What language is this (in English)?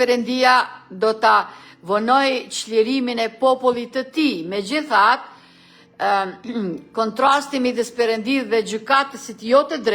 Albanian